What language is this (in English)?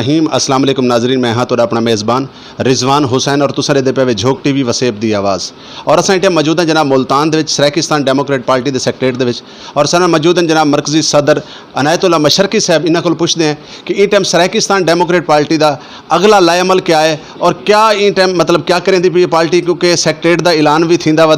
Saraiki